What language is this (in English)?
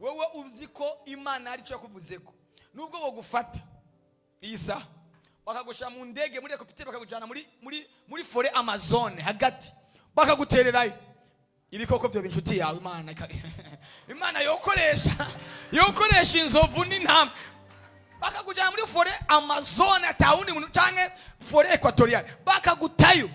Rundi